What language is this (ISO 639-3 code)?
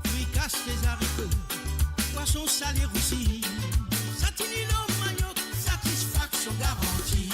mfe